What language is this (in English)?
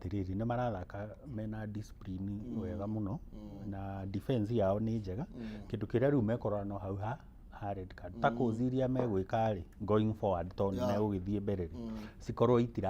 Kikuyu